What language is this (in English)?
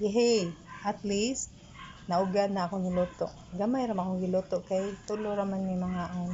Cebuano